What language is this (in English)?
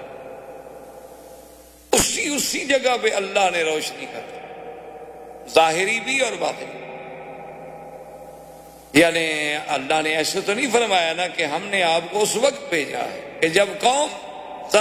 Urdu